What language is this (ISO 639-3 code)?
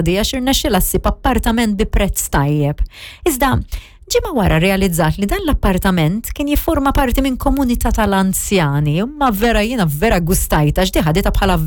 mlt